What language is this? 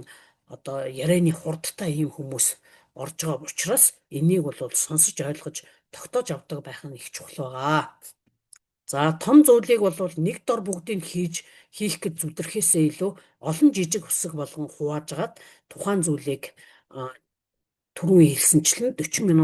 Mongolian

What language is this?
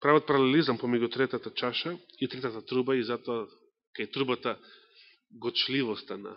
Macedonian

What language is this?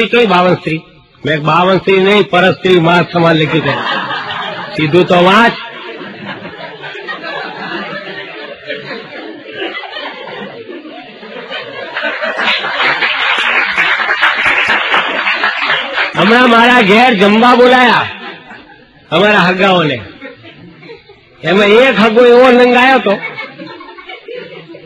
Gujarati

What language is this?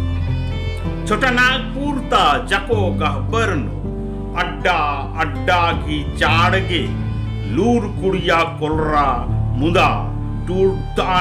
Kurukh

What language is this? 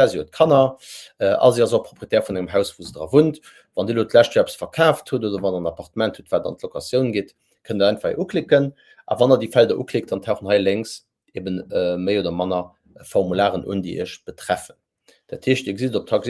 Luxembourgish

